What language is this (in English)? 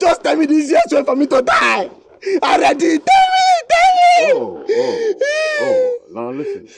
Nigerian Pidgin